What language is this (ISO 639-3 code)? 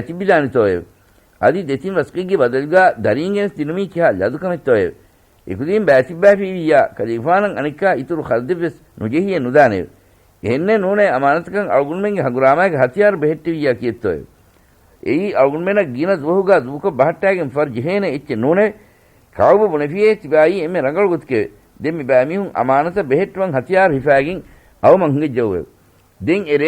div